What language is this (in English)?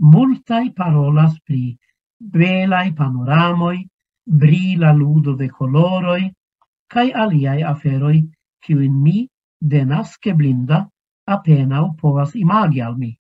Esperanto